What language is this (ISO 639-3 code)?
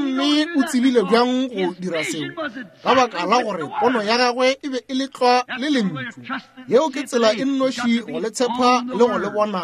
nso